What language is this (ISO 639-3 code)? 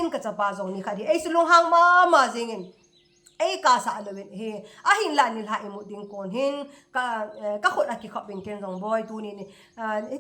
tcz